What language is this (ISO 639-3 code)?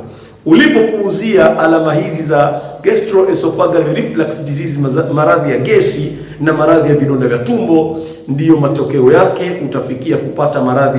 swa